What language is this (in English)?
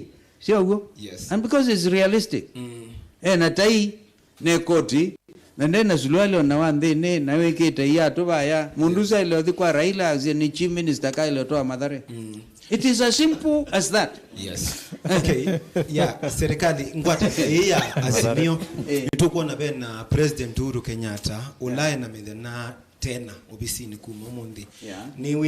Kamba